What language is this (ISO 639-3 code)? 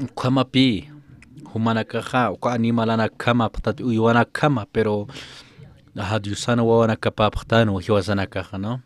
aym